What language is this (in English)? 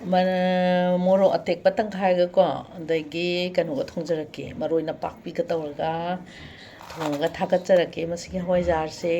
Manipuri